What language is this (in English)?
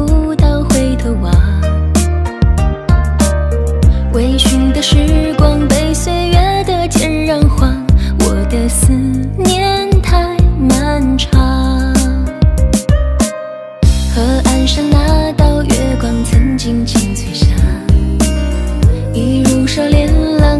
Chinese